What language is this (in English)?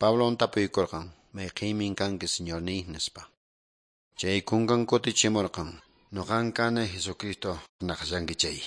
Quechua